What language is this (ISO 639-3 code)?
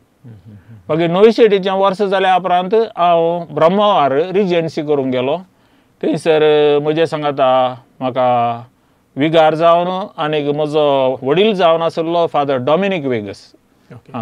kok